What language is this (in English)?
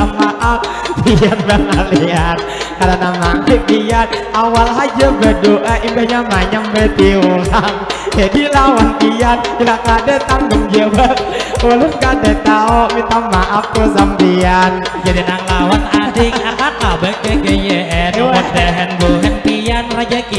Banjar